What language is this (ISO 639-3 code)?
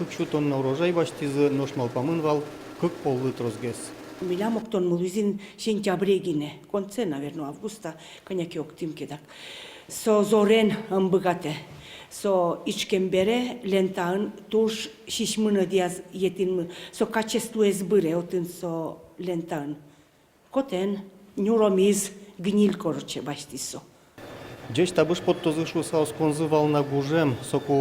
udm